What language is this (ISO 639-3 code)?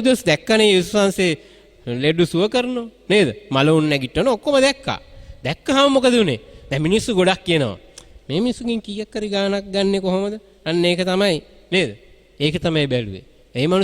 sin